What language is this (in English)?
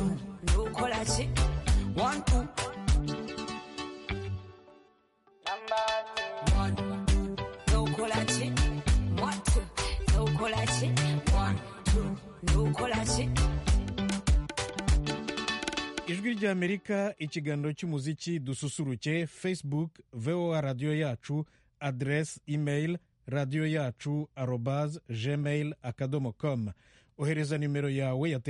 Kinyarwanda